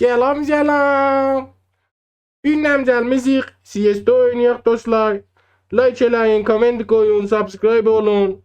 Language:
South Azerbaijani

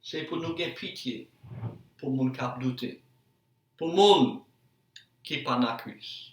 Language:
Haitian Creole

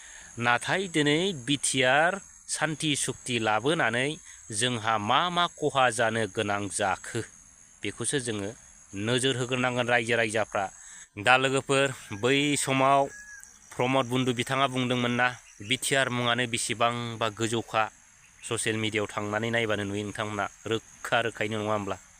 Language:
Bodo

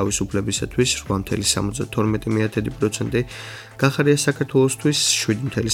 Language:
Georgian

